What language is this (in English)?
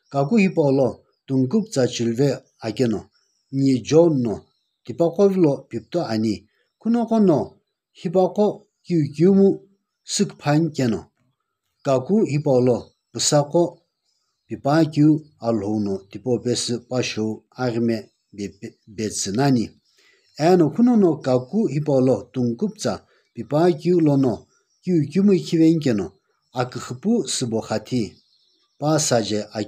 Sumi Naga